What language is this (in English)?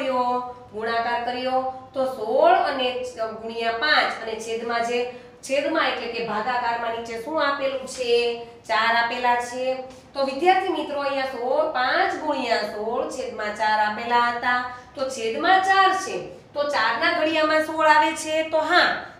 Gujarati